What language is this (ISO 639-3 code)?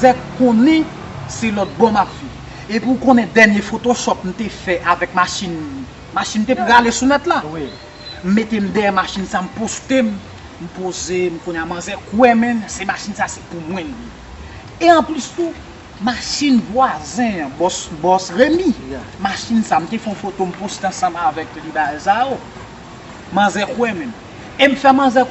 hat